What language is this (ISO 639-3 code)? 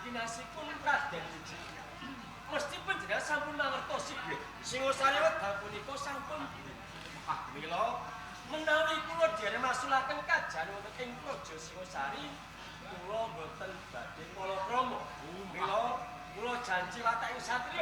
jav